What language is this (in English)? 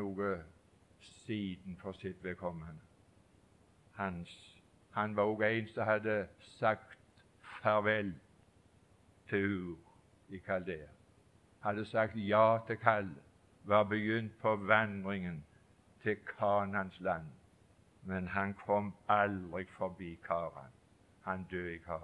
Norwegian